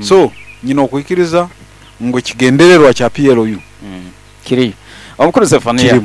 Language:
Nyankole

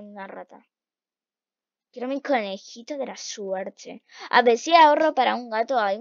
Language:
Spanish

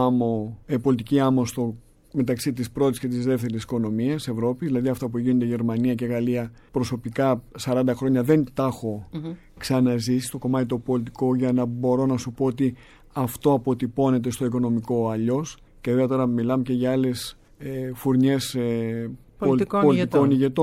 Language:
Greek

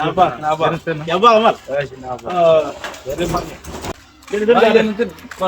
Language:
Nuer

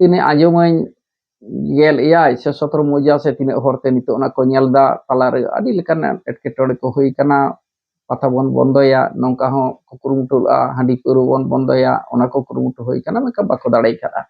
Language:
Santali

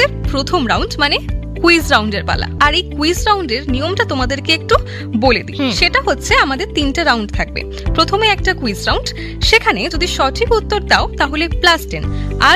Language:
Bangla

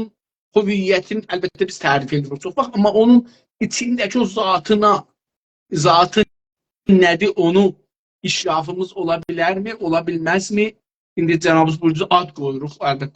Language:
South Azerbaijani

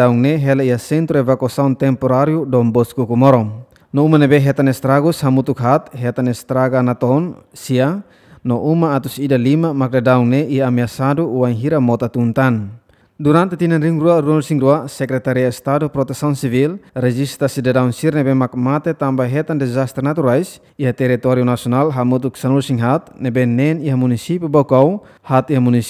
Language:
Tetum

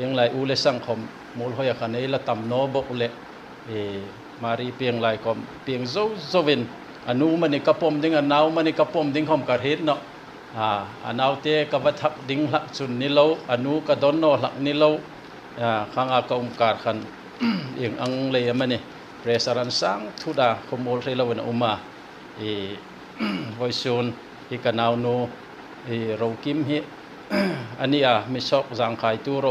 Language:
Hmar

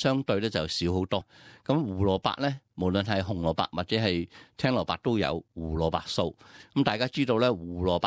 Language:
Cantonese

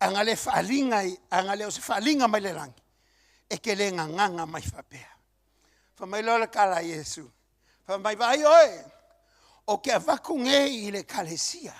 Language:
Samoan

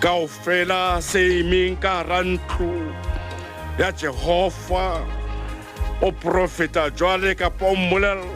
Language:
Southern Sotho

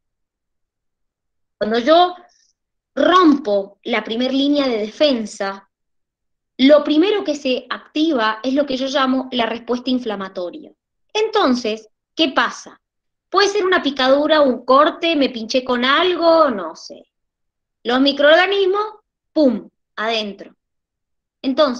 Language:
Spanish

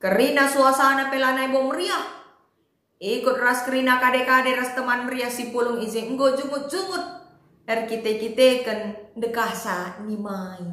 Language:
Batak Karo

